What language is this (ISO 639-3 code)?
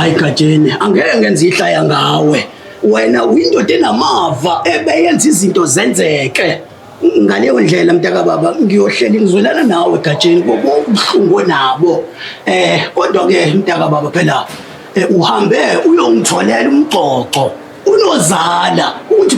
zul